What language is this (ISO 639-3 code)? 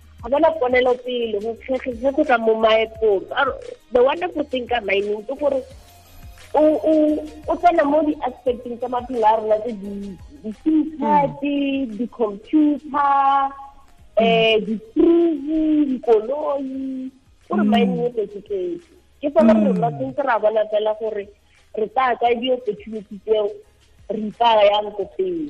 tsn